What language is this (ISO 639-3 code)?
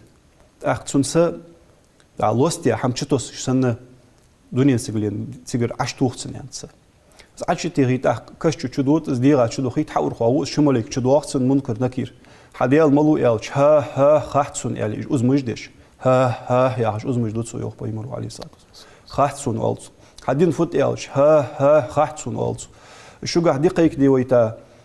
inh